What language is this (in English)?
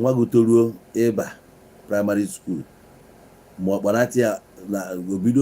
Igbo